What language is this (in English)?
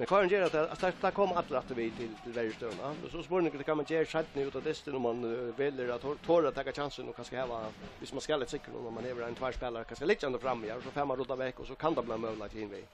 Faroese